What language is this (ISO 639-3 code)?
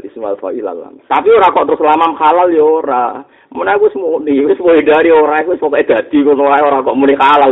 jav